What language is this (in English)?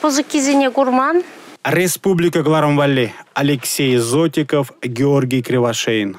Chuvash